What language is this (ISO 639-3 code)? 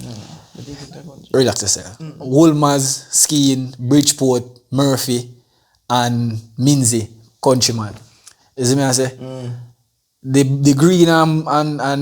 jam